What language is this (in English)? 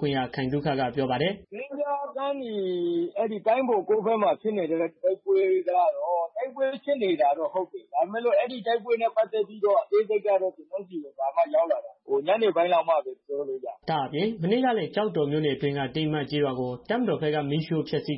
Burmese